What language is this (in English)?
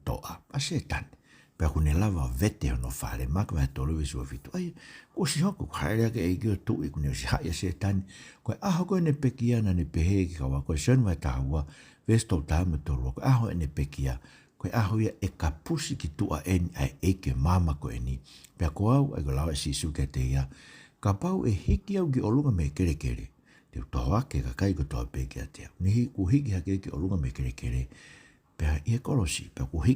Tongan